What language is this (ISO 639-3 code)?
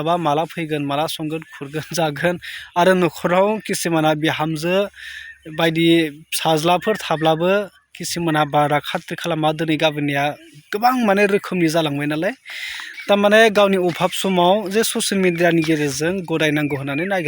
brx